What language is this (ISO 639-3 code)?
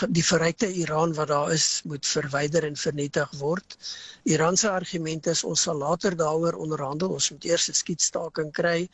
afr